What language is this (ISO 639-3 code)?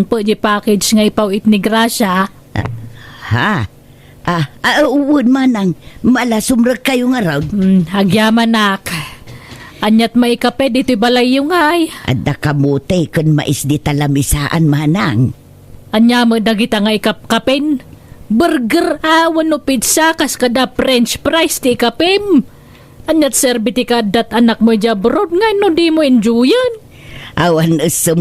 ilo